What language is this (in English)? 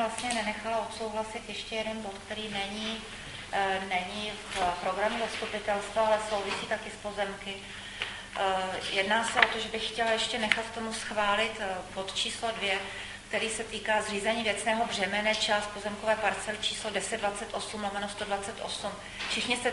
Czech